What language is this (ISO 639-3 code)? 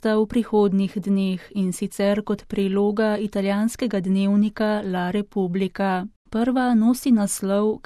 slv